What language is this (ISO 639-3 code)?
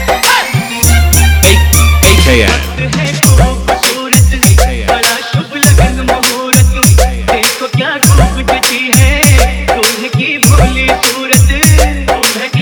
hin